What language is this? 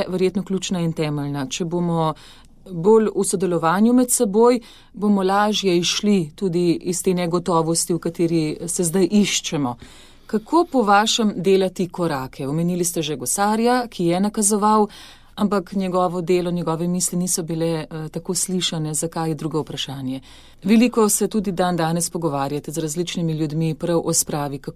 Slovenian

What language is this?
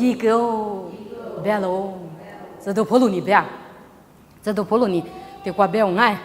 Lisu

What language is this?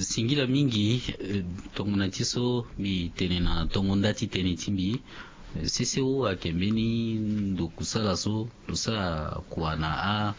Sango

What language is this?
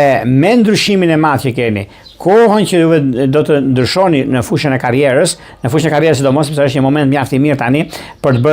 Albanian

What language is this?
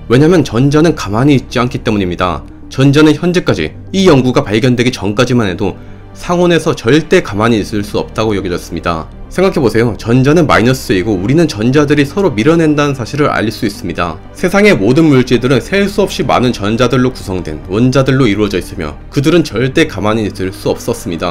Korean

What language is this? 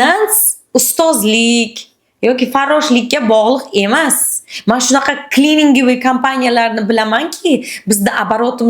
Uzbek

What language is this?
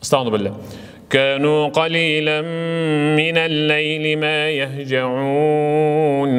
Kyrgyz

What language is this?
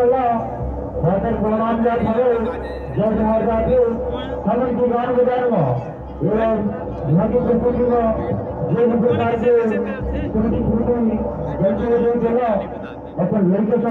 Chhattisgarhi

